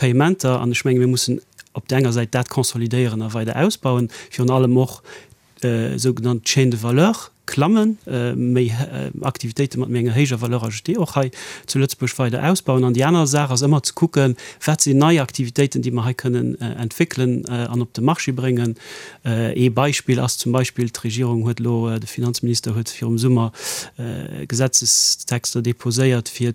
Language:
Luxembourgish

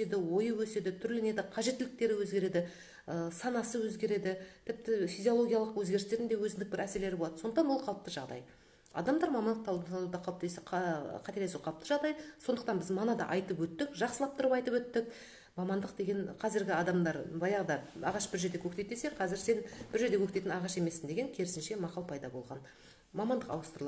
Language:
Kazakh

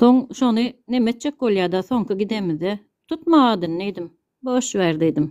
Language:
Turkmen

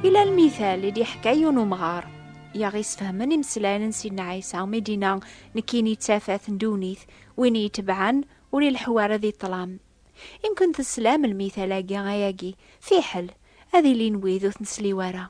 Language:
Kabyle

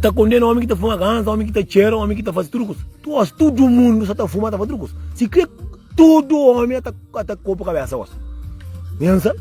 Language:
Kabuverdianu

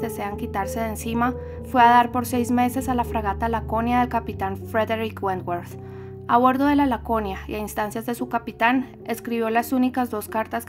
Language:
Spanish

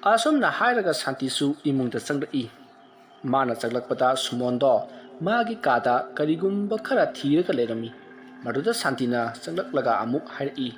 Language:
Manipuri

